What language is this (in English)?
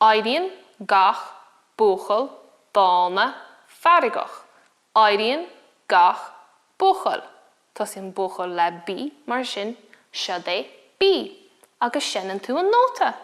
Irish